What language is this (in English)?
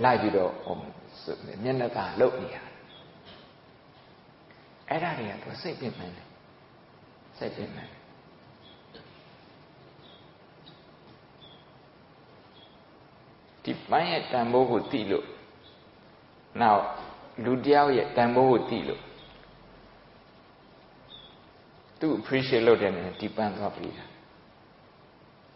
Burmese